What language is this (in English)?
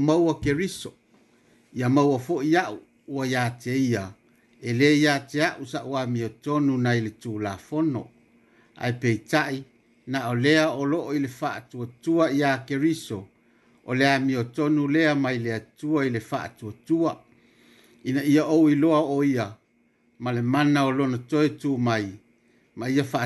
Samoan